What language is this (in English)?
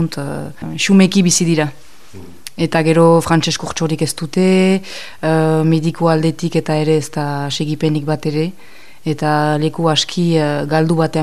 Basque